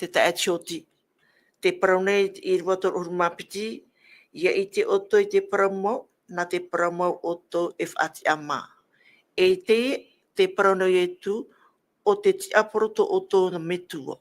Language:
Tahitian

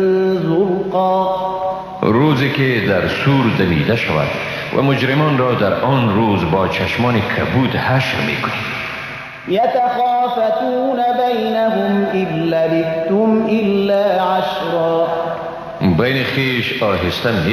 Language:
Persian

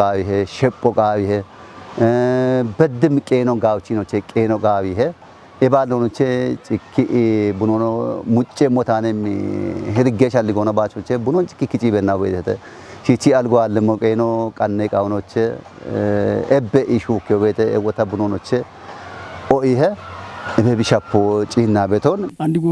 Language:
Kafa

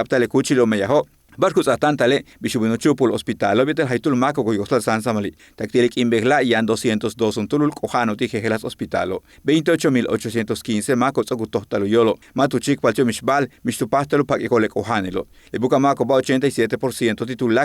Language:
Yucateco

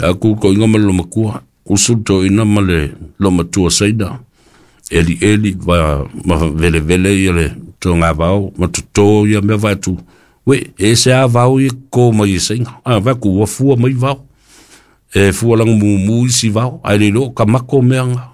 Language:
Samoan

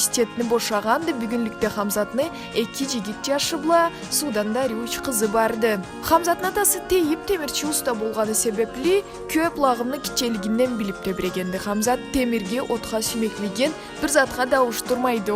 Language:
Karachay-Balkar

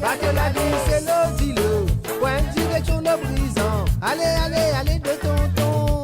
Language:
Morisyen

